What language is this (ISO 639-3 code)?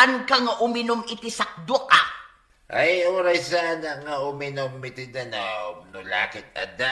ilo